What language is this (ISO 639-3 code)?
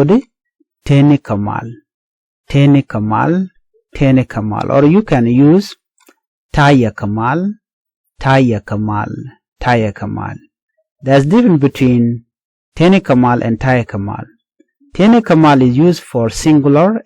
nus